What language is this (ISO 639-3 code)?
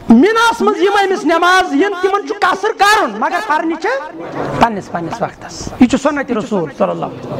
kas